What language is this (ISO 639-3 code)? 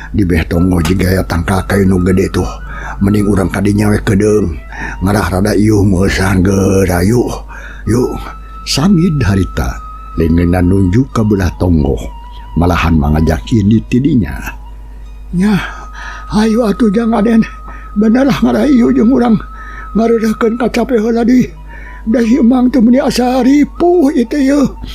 sun